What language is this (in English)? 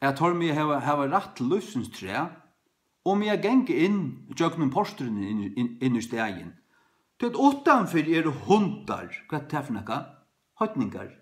Faroese